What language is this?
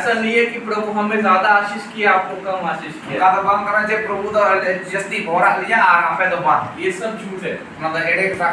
Santali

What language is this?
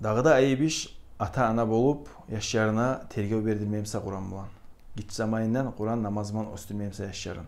Kumyk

